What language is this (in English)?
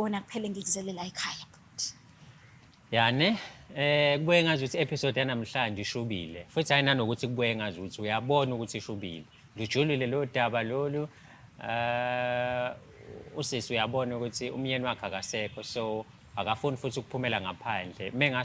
Zulu